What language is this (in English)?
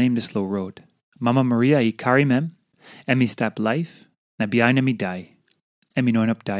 Tok Pisin